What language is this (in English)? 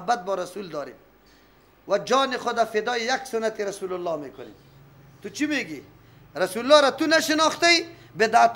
Persian